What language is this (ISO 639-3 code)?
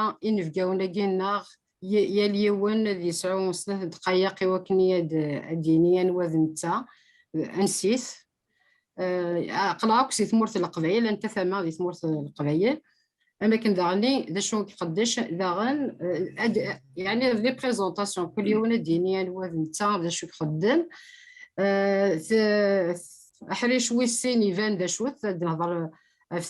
kab